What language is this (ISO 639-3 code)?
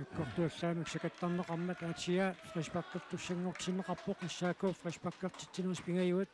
kal